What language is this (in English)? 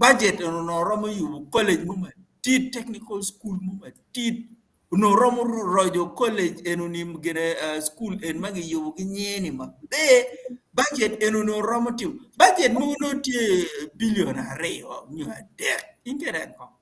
Acoli